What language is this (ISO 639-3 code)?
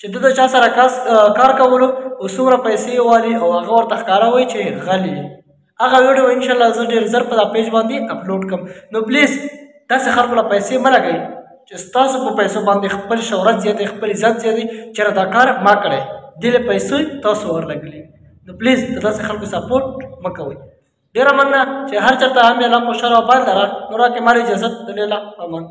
pus